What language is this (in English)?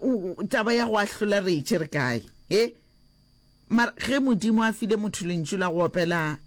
Northern Sotho